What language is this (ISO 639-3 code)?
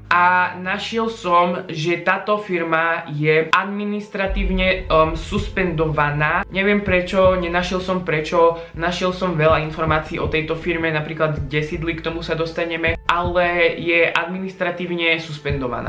slk